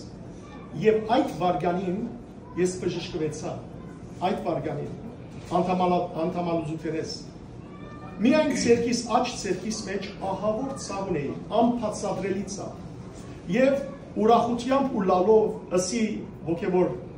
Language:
Western Armenian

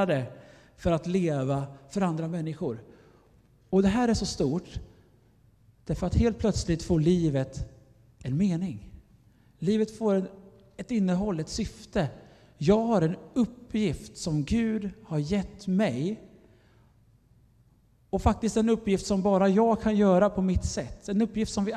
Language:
Swedish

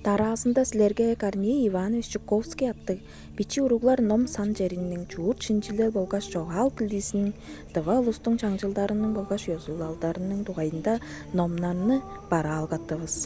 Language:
Tuvinian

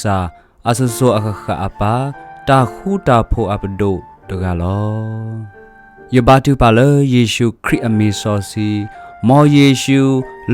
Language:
S'gaw Karen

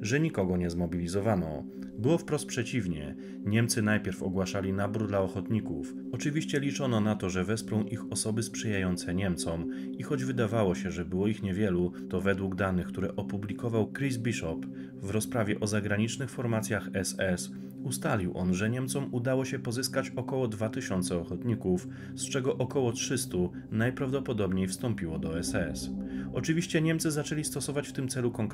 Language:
Polish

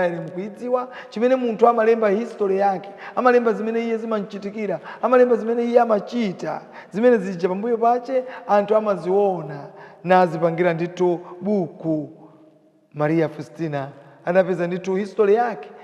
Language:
Nyanja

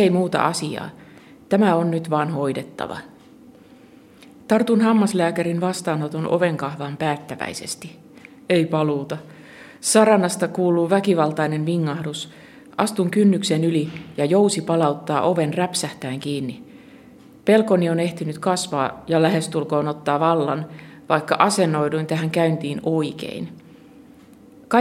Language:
Finnish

